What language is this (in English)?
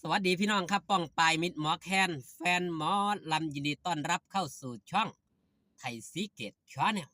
Northeastern Thai